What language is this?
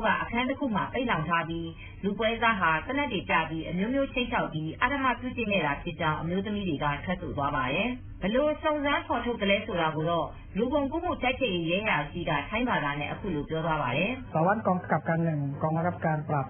Burmese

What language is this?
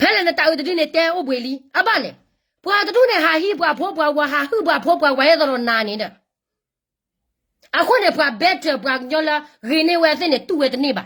S'gaw Karen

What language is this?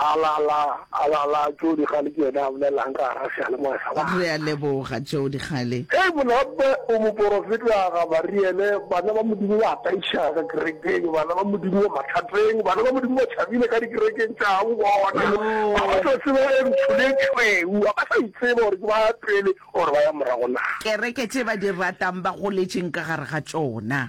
Northern Sotho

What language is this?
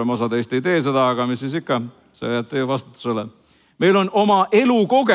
Estonian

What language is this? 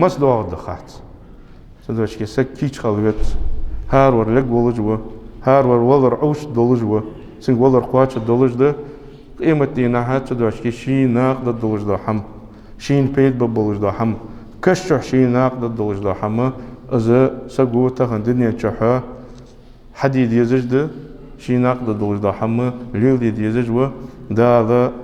Ingush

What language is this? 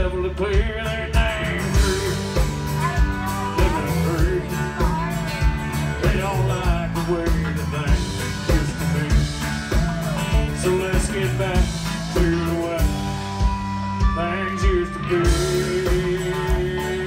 English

